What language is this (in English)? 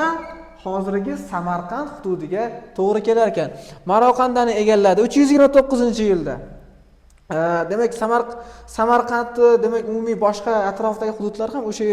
Uzbek